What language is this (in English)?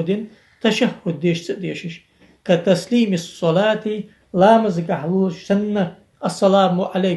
Ingush